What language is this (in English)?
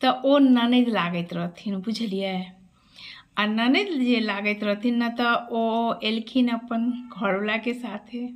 Maithili